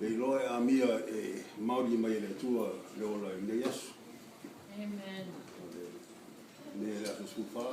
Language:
Samoan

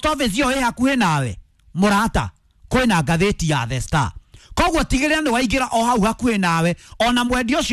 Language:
Kikuyu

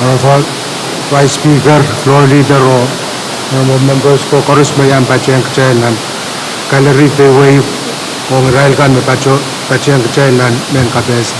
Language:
Pohnpeian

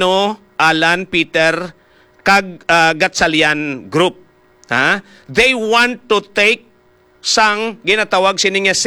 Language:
Hiligaynon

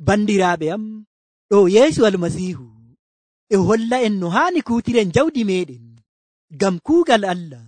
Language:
Nigerian Fulfulde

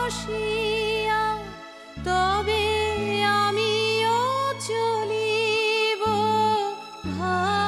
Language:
Bangla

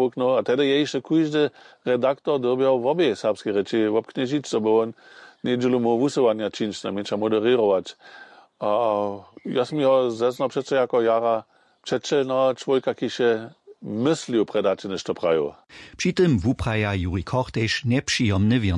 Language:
Upper Sorbian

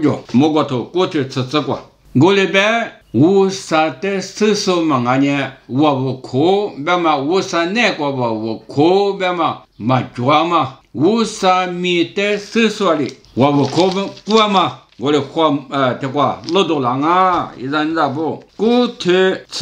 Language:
Lisu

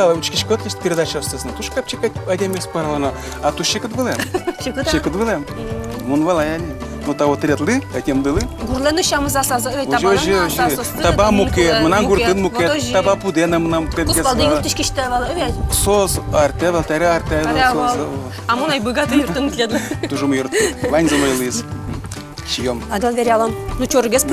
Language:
Udmurt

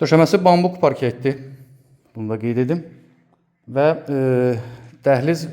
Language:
Azerbaijani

